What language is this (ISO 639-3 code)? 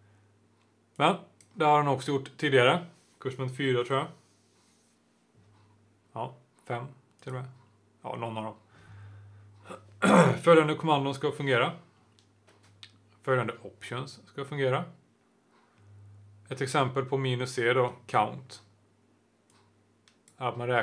swe